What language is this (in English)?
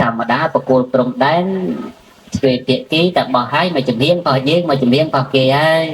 Khmer